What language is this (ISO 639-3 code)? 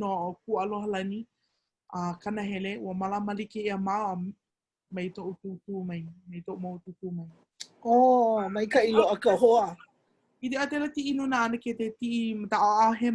haw